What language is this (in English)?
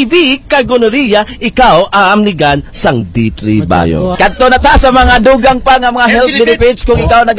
Hiligaynon